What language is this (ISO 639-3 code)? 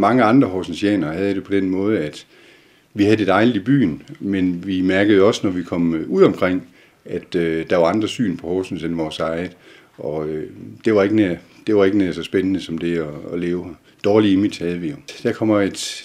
dan